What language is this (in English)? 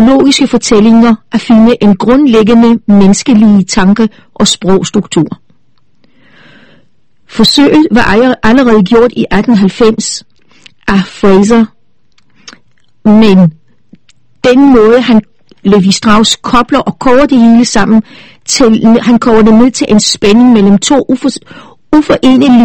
Danish